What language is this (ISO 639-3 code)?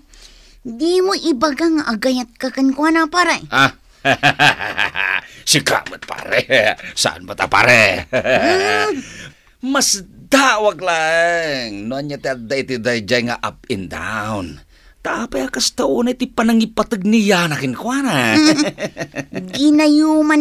ilo